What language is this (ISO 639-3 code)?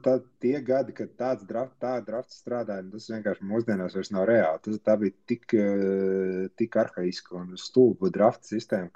lav